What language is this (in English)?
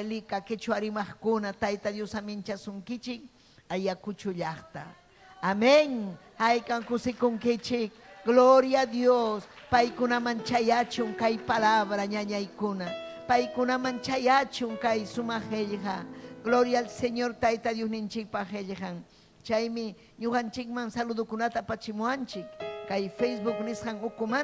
Ayacucho Quechua